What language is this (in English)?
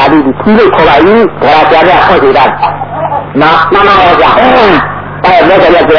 Burmese